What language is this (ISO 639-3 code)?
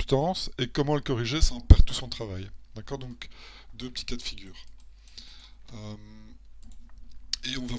fra